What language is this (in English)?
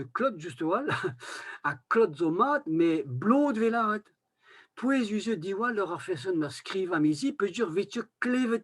Breton